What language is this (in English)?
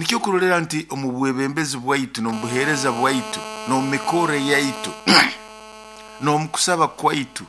Nyoro